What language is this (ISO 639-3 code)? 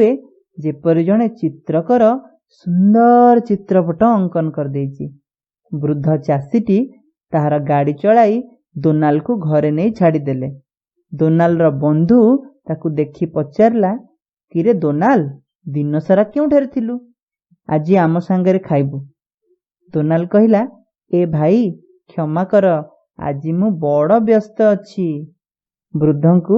ori